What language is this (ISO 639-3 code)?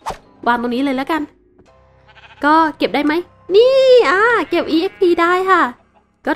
tha